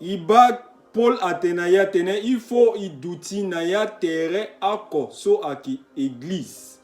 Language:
Sango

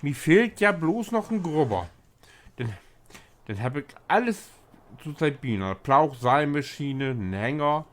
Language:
Low German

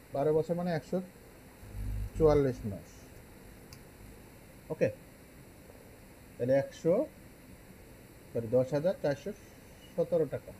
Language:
Bangla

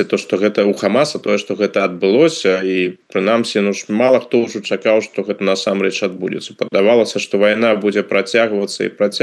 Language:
Belarusian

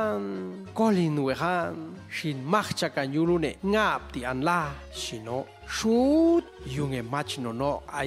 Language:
Popti'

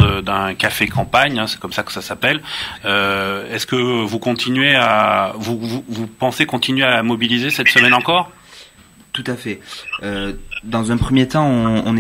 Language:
French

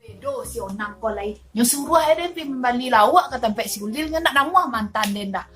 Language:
Minangkabau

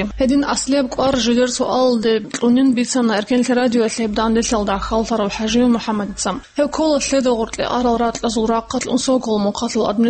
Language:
Avaric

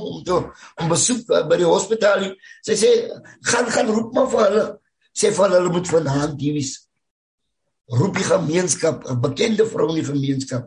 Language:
Afrikaans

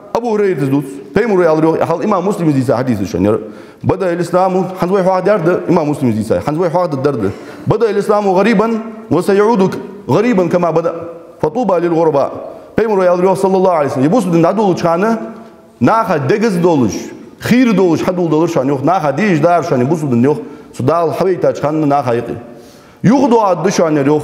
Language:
Ingush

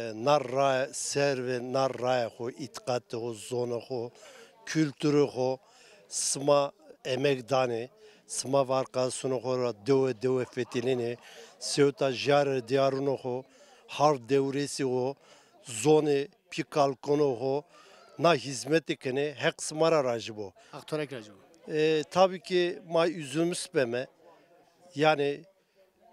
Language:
Zaza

